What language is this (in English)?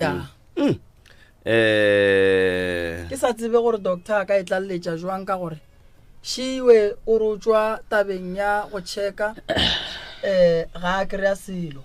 Northern Sotho